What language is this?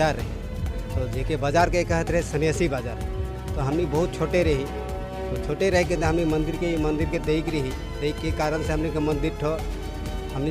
Sadri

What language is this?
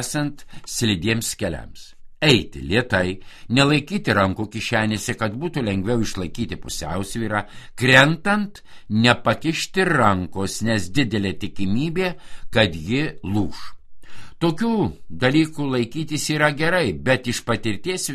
Lithuanian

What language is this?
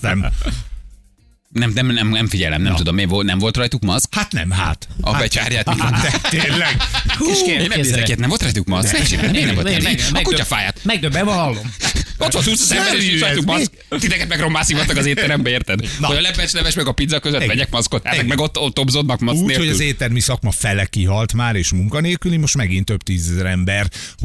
Hungarian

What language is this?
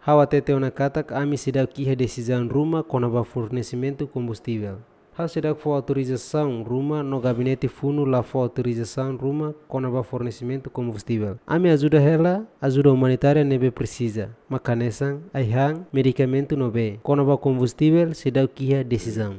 Tetum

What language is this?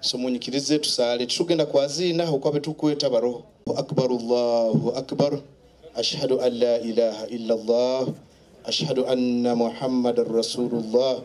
Nyoro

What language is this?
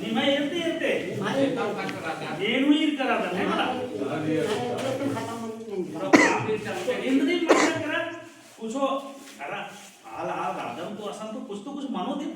Kurukh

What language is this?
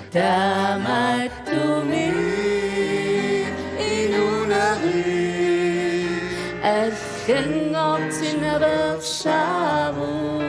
Kalaallisut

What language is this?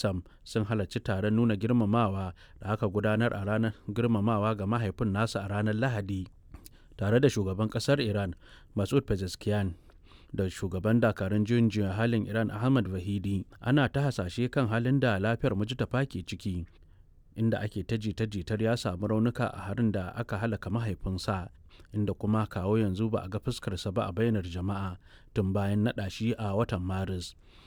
Hausa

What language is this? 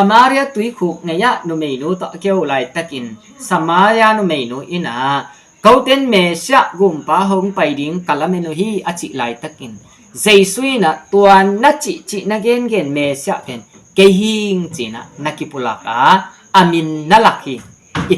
Tedim Chin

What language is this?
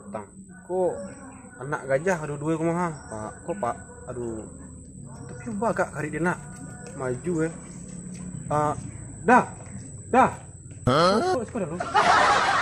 Minangkabau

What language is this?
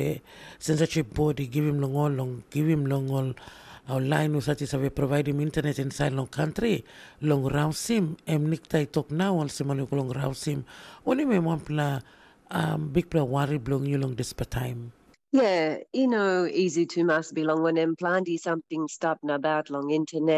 Tok Pisin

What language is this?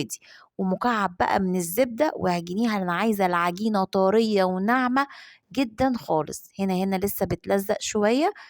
Egyptian Arabic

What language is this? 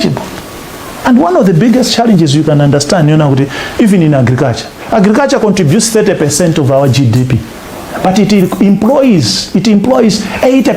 Nyanja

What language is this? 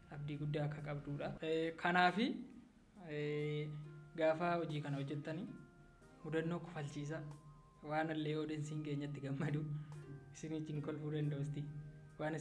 Oromo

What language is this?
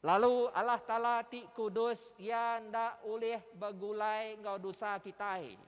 Iban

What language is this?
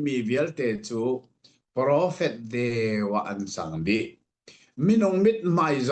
Hakha Chin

